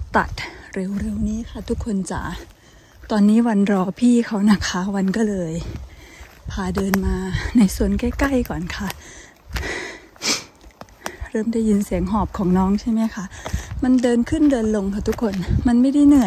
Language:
Thai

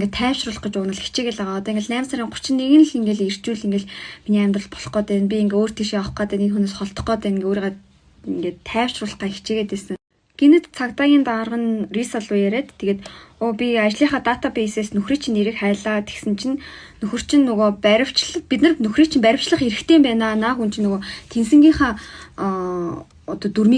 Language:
Mongolian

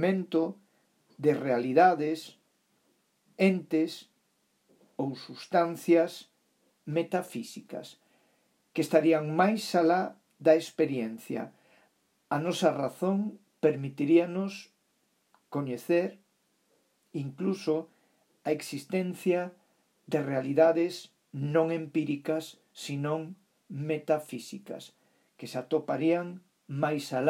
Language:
Galician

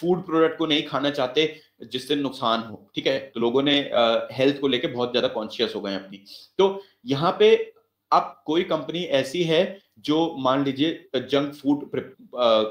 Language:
Hindi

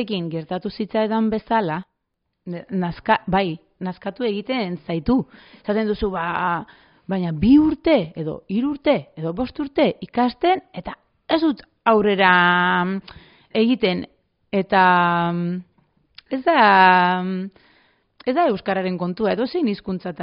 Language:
Basque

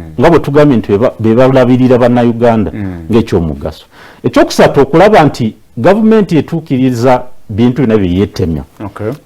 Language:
Ganda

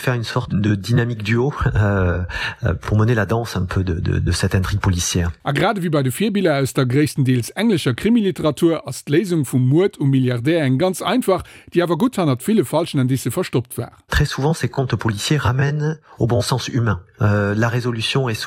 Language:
Luxembourgish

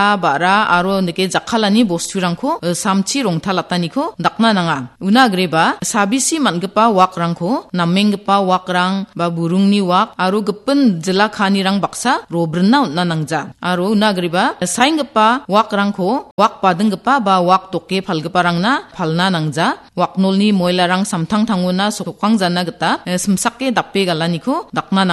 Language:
Garo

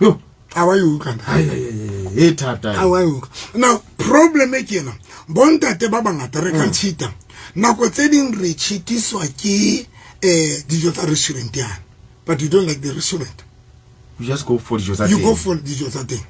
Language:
Southern Sotho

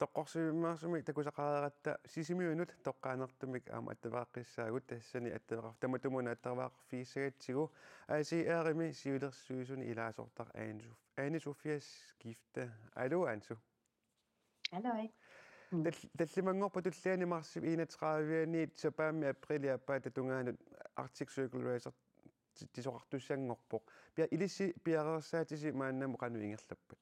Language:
Kalaallisut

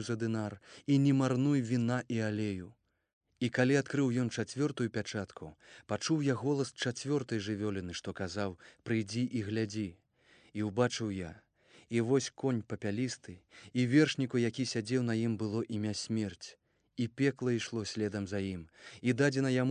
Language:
Belarusian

